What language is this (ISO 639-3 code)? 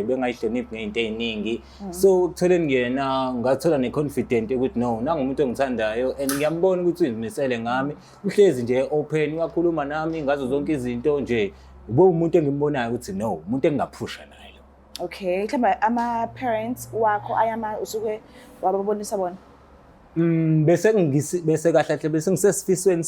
zul